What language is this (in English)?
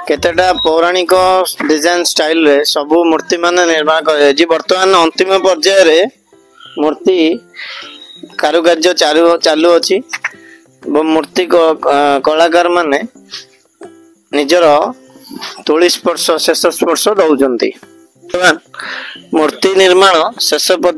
Odia